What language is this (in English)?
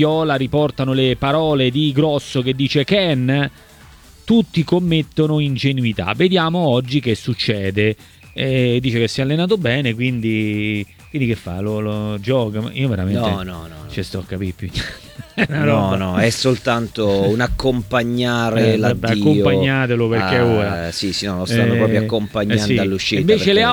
Italian